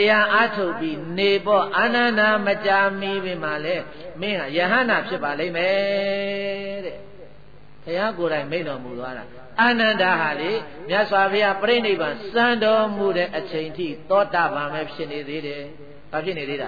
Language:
Burmese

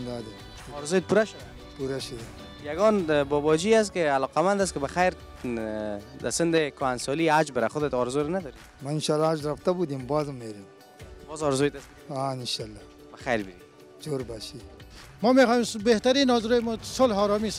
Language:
Persian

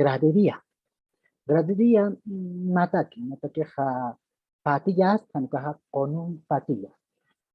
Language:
Aymara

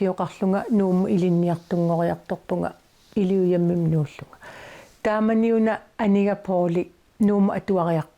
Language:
Kalaallisut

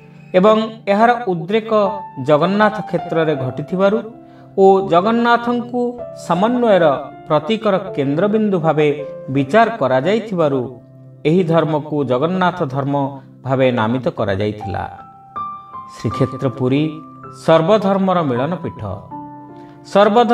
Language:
Odia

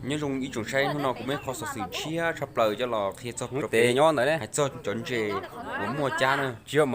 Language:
Hmong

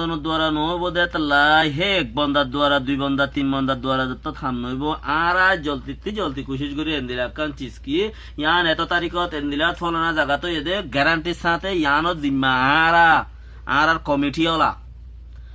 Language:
Rohingya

